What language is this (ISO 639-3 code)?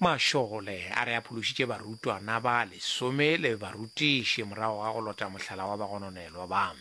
nso